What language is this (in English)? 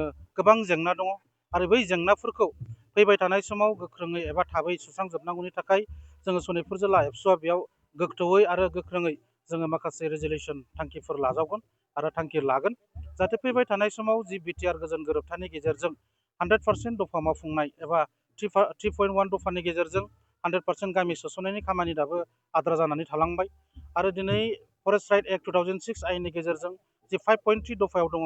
Bodo